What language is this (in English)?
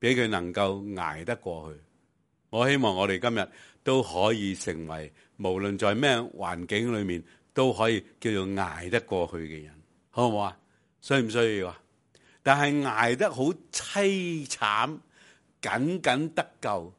Cantonese